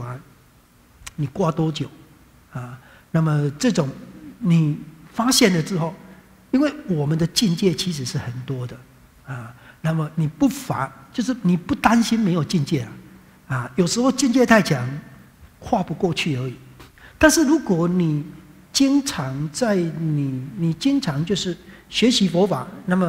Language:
Chinese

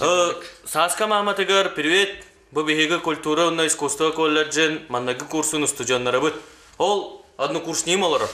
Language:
Yakut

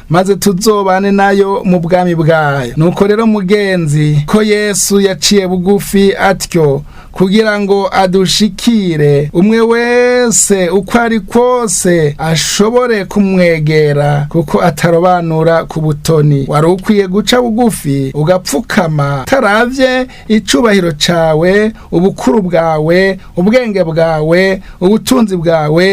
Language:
Rundi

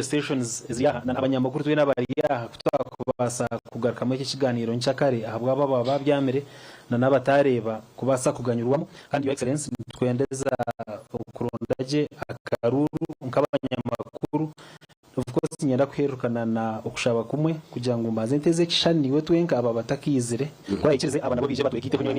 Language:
Nyankole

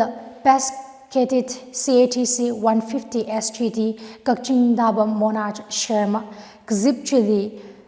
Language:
Tangkhul Naga (India)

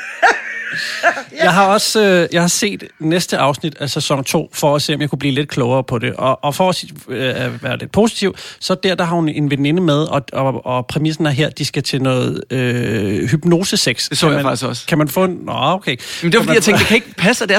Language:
Danish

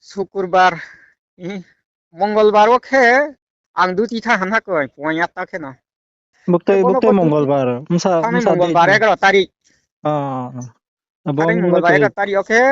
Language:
Riang (India)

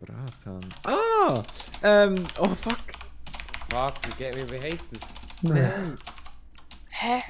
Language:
Swiss German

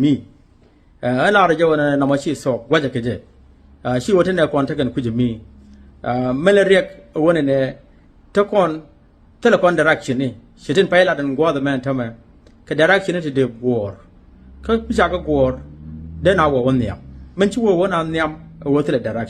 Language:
Nuer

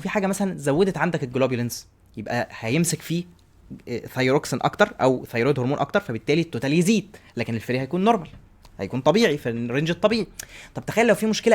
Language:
Egyptian Arabic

